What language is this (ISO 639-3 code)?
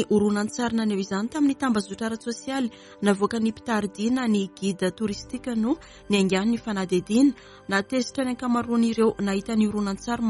mlg